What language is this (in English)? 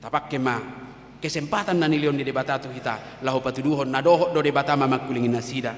Batak Toba